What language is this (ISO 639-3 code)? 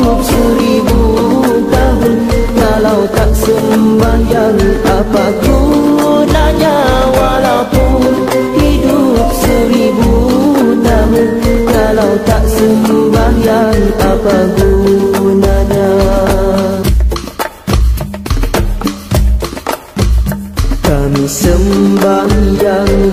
msa